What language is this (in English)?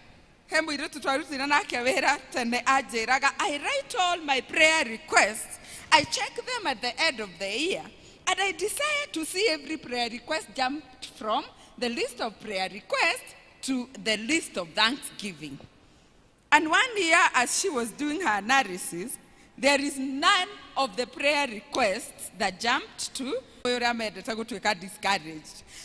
Kikuyu